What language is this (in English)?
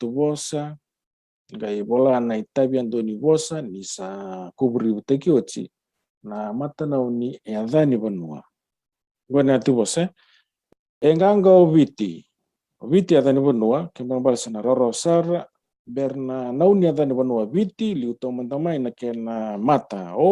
Fijian